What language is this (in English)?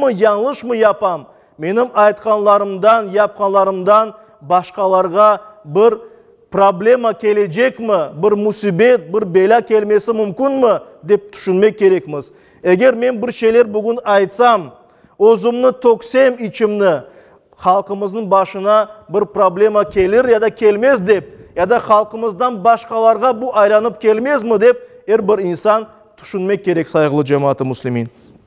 Crimean Tatar